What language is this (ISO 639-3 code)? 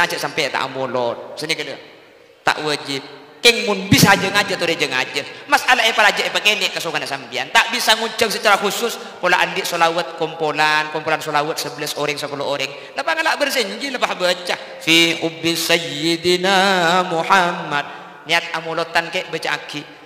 mad